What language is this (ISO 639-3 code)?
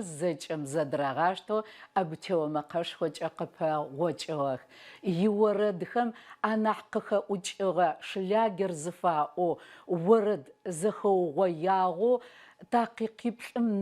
ady